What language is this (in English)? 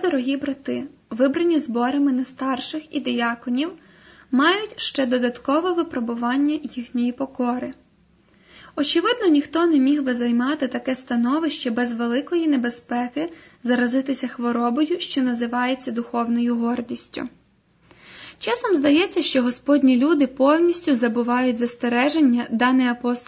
Ukrainian